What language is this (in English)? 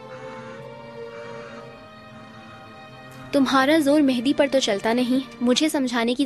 Hindi